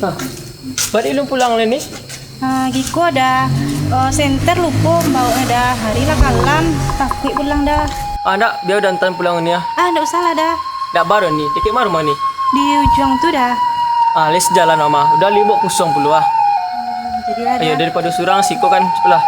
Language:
Minangkabau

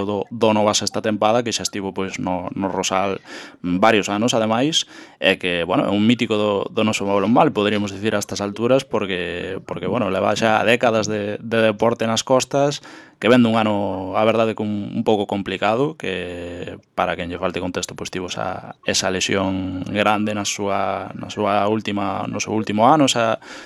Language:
Galician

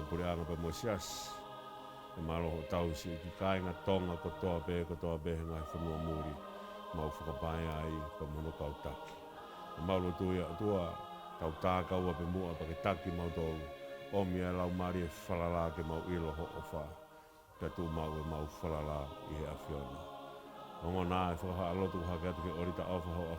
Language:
Tongan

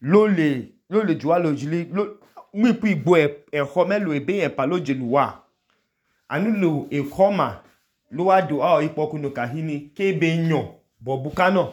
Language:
Idoma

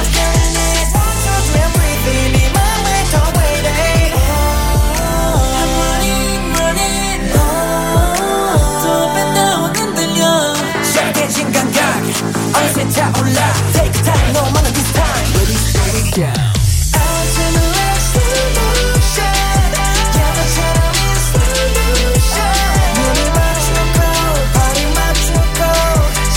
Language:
Hebrew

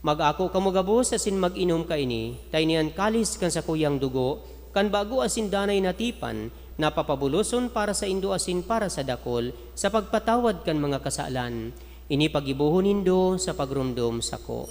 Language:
Bikol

